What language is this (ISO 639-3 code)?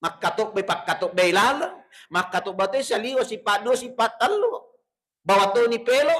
bug